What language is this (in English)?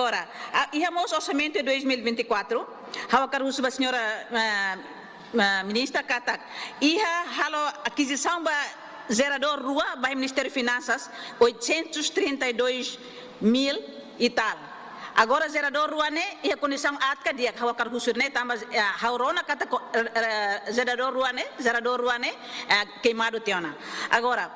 Tetum